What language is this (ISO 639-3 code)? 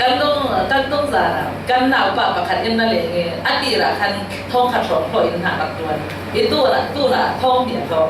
cfm